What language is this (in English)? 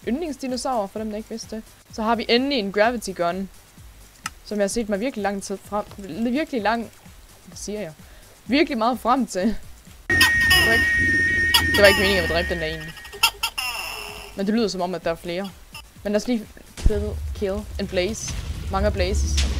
Danish